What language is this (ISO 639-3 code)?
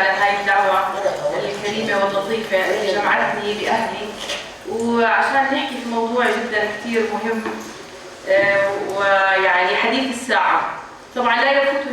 apc